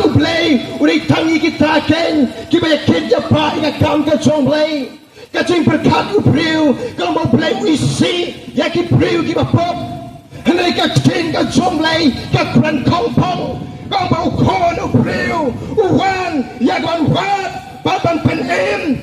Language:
Khasi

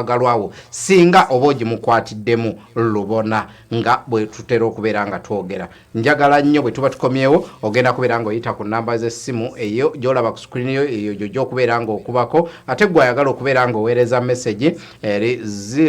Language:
Ganda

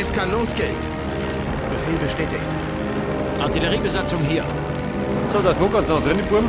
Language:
Bavarian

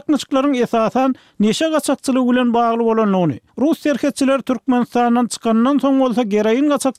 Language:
Turkmen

